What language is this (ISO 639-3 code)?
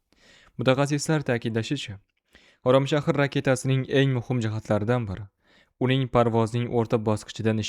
uzb